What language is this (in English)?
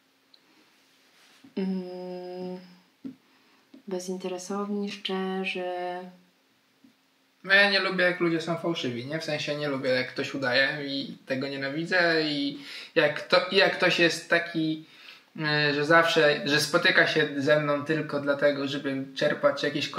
Polish